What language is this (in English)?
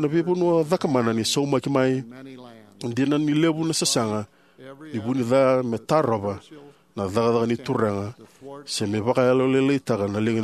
Fijian